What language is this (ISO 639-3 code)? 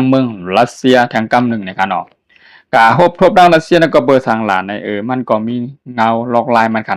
shn